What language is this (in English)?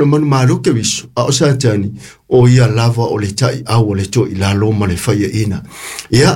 Samoan